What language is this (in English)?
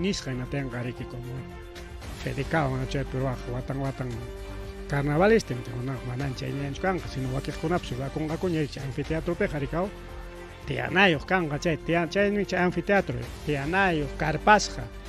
Ayacucho Quechua